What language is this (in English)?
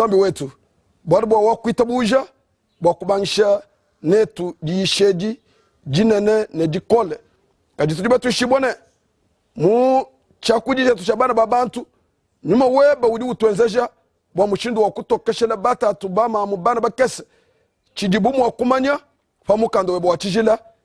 Luba-Lulua